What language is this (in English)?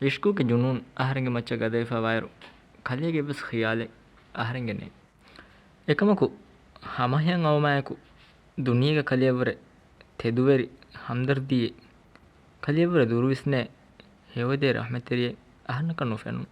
Divehi